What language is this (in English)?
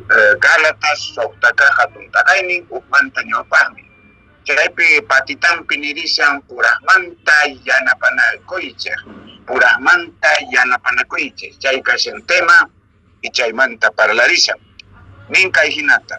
Quechua